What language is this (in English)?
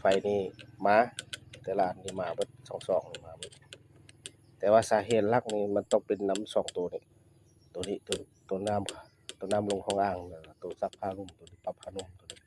Lao